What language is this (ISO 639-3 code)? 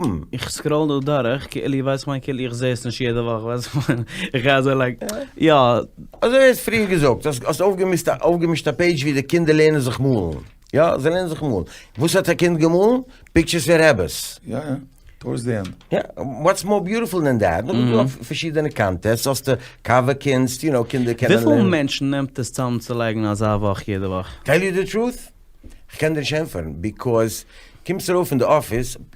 yid